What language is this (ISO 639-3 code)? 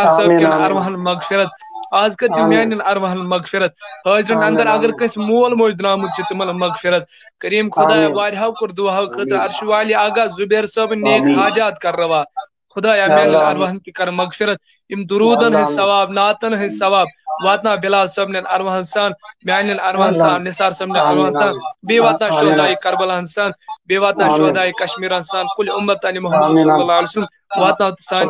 kas